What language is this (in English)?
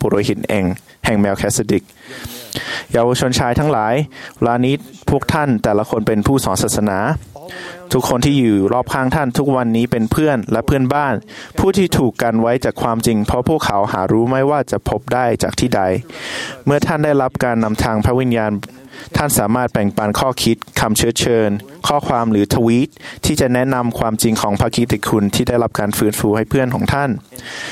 Thai